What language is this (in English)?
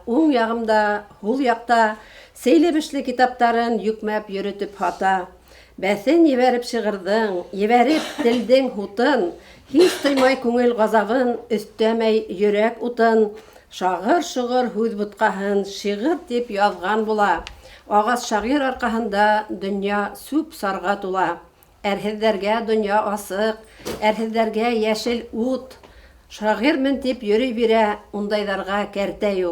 Bashkir